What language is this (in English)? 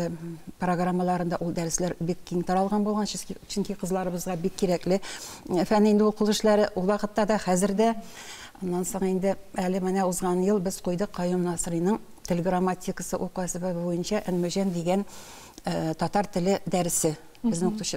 Tatar